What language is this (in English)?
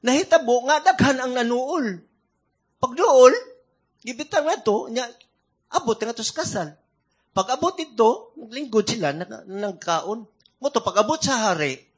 Cebuano